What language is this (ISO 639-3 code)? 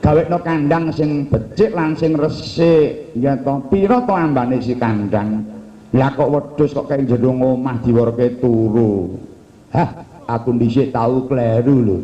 jav